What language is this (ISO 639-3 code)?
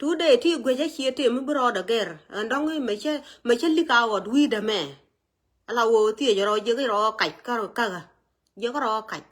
nus